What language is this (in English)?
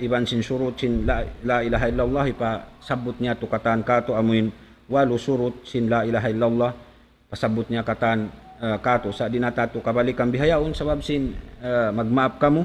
Tausug